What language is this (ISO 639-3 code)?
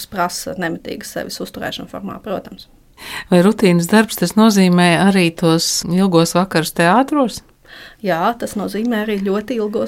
lav